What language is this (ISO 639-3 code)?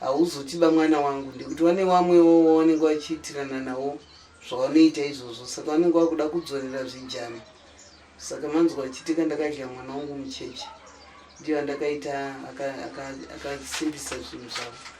sna